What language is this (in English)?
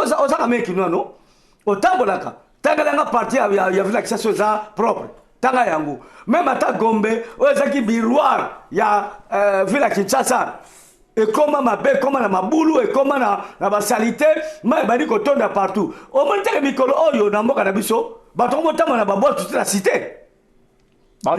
Lingala